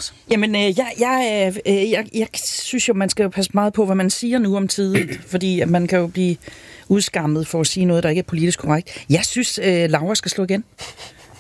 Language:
Danish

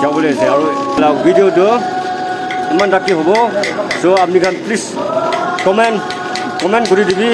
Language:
Naga Pidgin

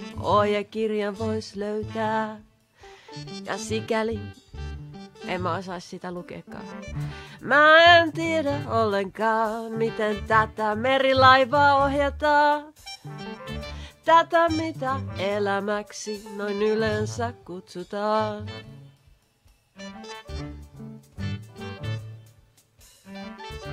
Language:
Finnish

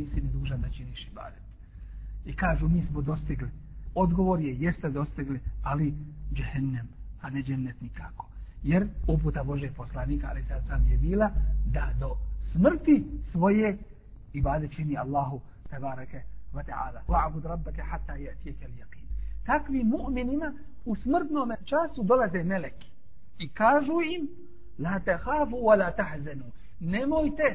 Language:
Bosnian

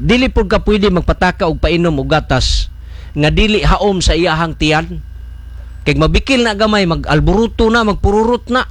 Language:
Cebuano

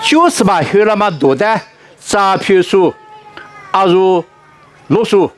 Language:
Lisu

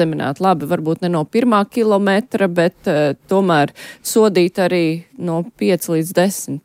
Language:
Latvian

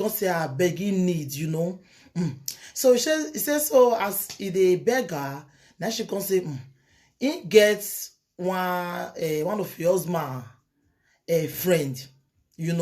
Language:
Nigerian Pidgin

